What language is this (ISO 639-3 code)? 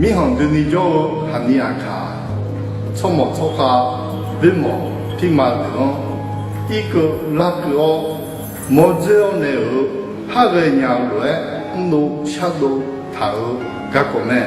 ahk